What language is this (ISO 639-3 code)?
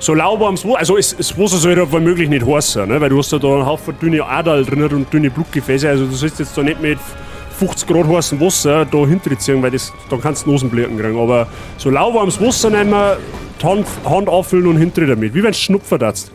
bar